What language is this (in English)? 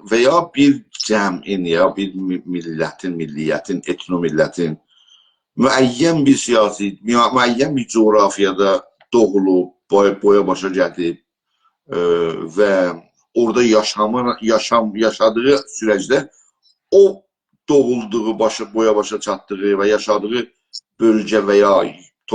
South Azerbaijani